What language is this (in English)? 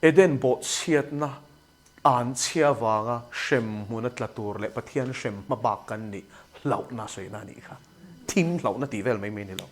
Mizo